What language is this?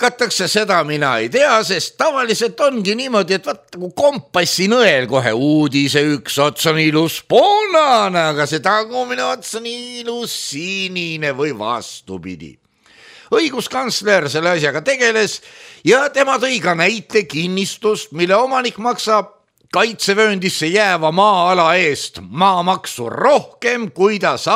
Estonian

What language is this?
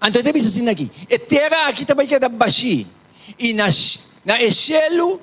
Papiamento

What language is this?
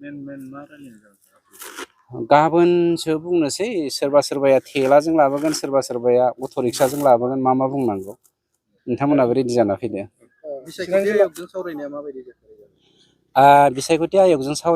Bodo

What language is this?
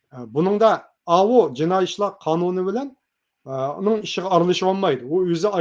Uyghur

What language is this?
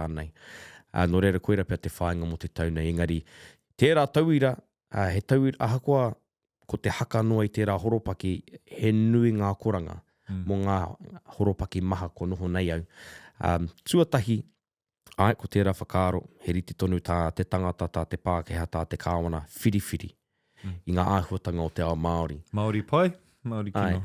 Māori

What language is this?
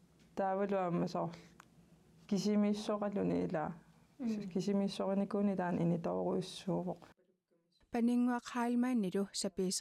Kalaallisut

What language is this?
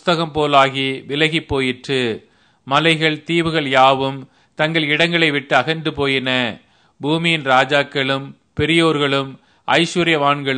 Tamil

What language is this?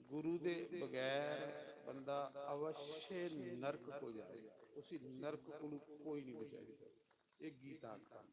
Dogri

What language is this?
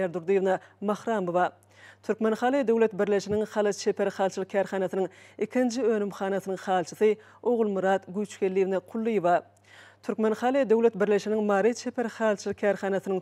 Turkmen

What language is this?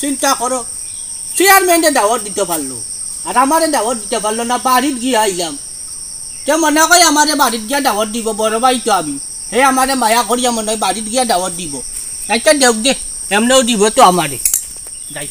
Sylheti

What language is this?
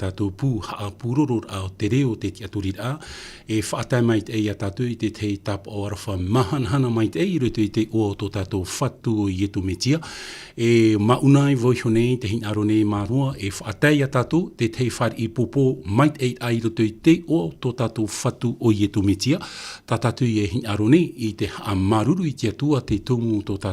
Tahitian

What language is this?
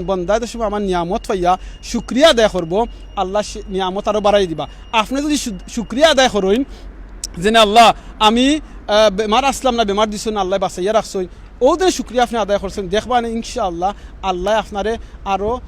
Sylheti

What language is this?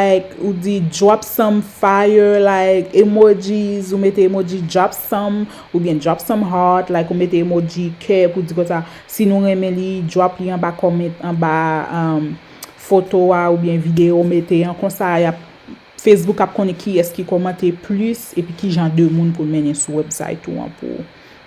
Haitian Creole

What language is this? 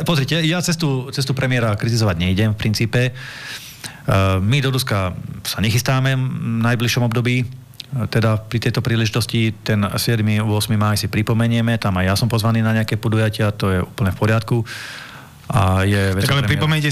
Slovak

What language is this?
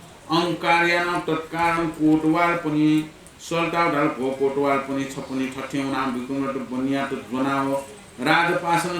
Newari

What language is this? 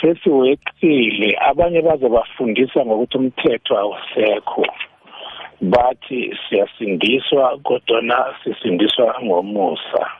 South Ndebele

